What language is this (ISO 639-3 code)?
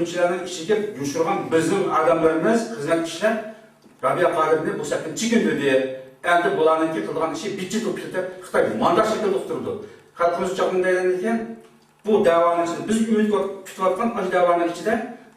uig